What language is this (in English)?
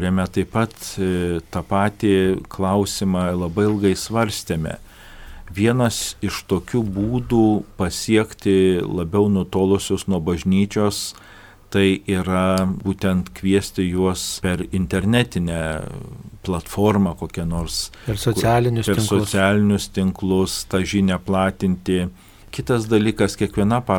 Lithuanian